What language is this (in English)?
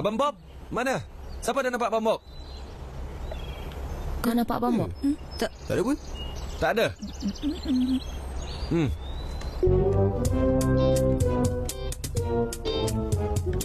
Malay